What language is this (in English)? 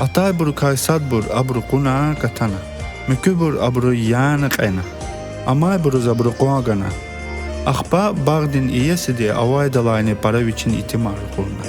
Lezghian